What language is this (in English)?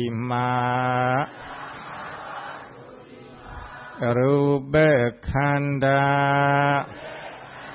Burmese